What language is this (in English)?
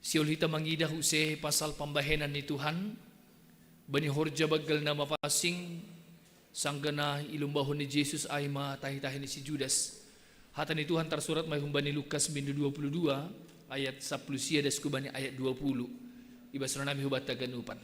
Batak Simalungun